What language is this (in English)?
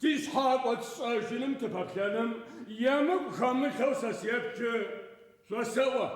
Adyghe